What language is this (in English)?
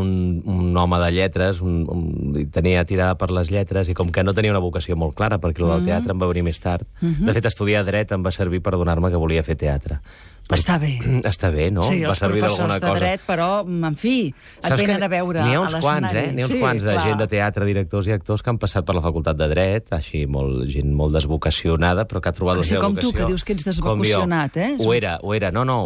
Catalan